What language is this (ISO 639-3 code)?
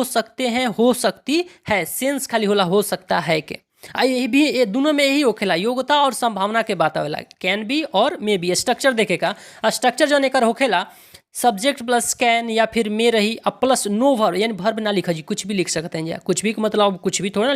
bho